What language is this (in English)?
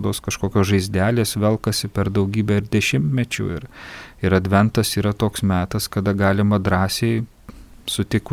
Lithuanian